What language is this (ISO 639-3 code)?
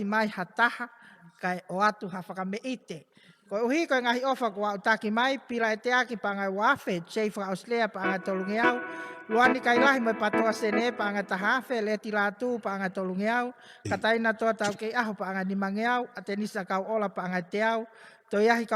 ton